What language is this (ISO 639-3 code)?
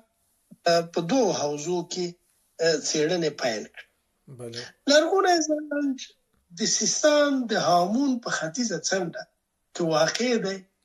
pus